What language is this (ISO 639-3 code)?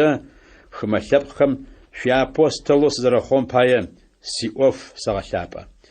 ady